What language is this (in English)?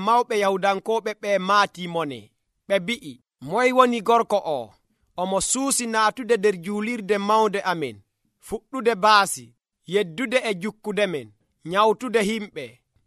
Nigerian Fulfulde